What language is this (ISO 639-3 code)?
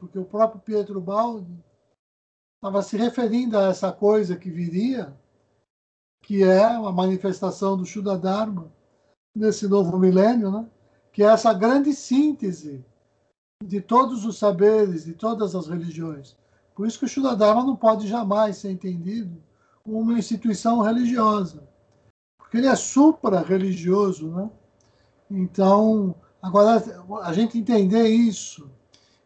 por